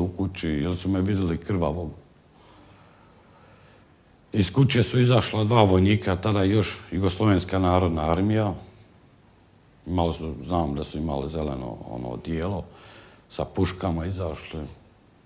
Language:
Bosnian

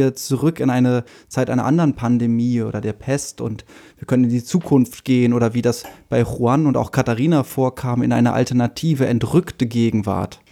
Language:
German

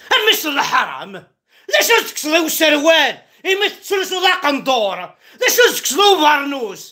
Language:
Kabyle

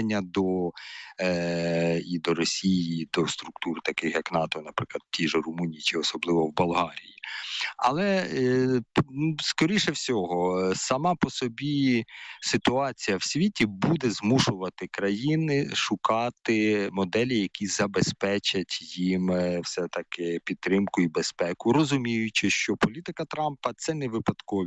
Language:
Ukrainian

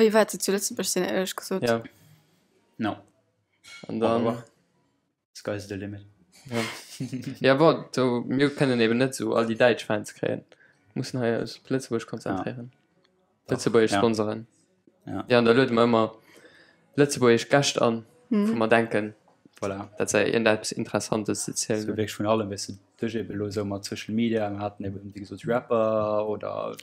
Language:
Luxembourgish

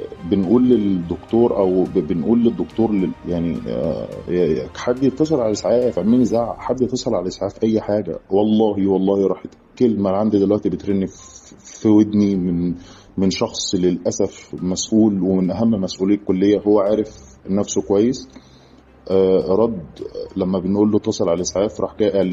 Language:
Egyptian Arabic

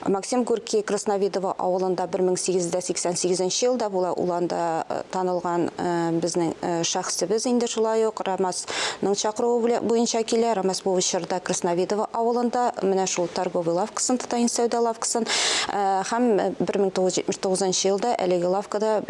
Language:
Tatar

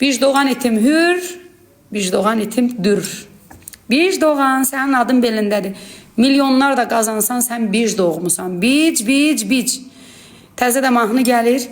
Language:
Azerbaijani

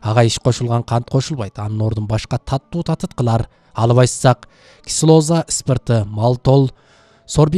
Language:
Kyrgyz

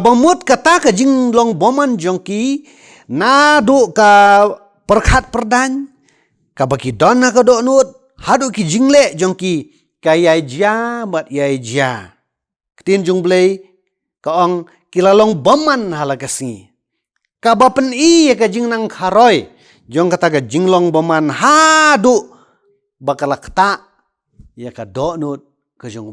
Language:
Khasi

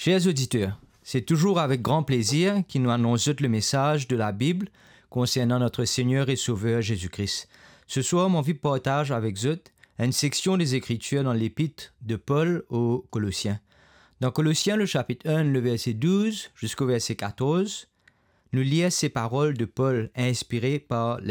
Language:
Morisyen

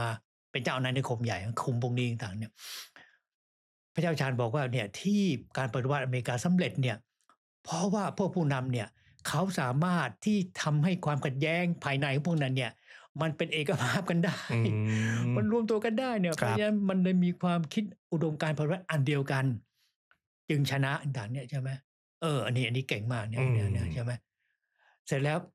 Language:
Thai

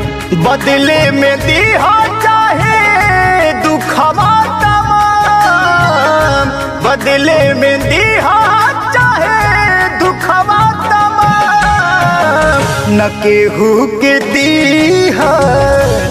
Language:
Bhojpuri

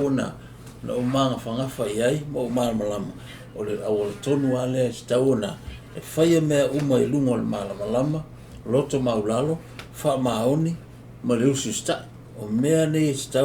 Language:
Samoan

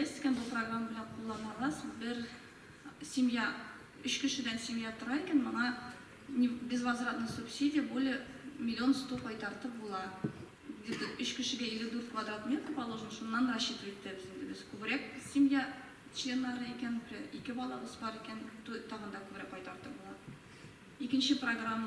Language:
Tatar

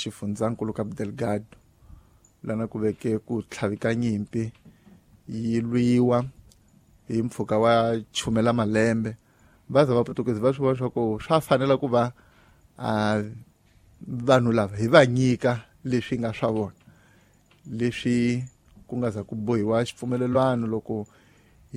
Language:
Tsonga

